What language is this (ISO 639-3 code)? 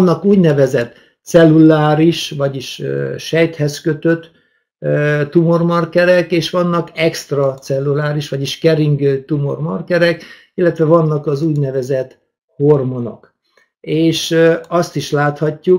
hun